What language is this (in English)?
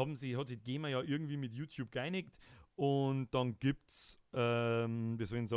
Bavarian